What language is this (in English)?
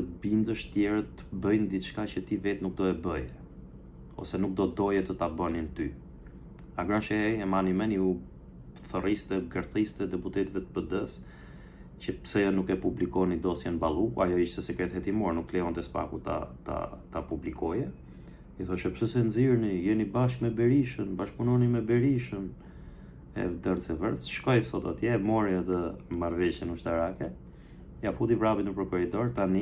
Albanian